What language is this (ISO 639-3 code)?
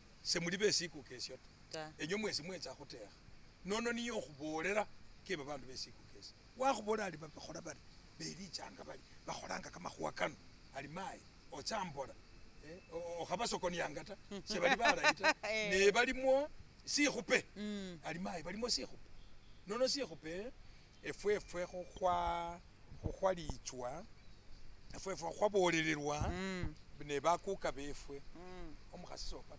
myx